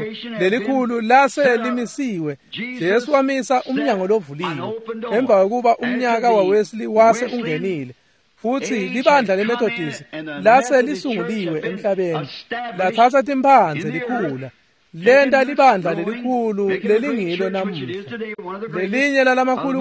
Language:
Swati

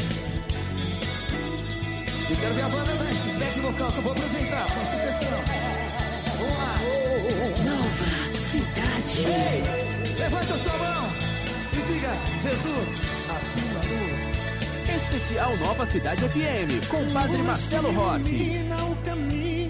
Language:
Portuguese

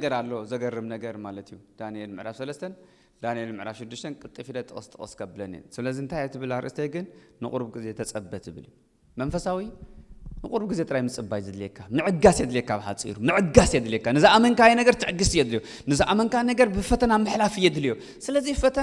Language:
Tigrinya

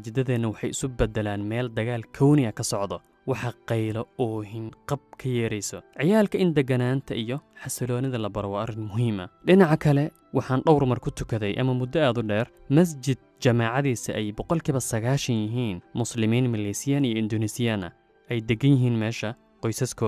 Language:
Somali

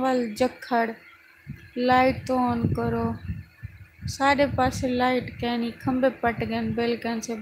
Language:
Saraiki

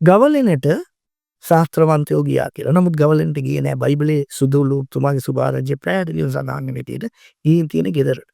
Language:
Sinhala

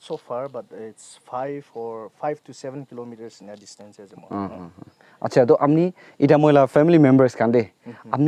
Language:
Naga Pidgin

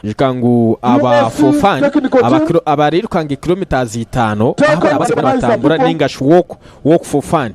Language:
Nyankole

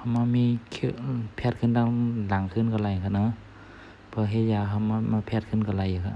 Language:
Shan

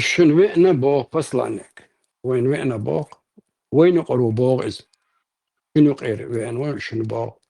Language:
Chechen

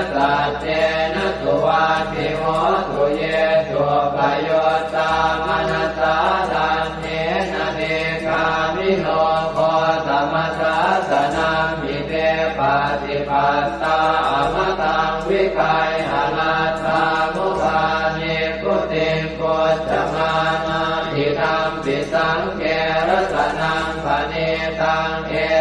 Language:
Pali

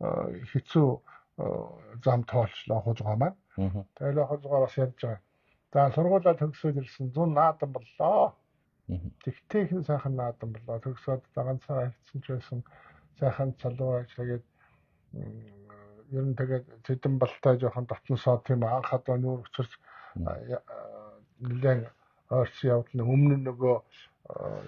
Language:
Mongolian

